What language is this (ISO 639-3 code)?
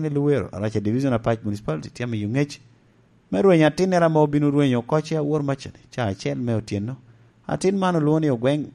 laj